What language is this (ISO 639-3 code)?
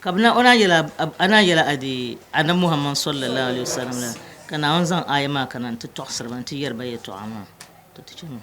dag